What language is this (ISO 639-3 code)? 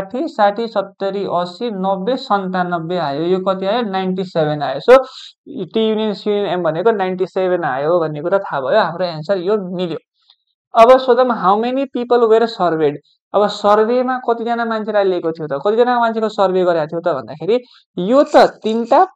nep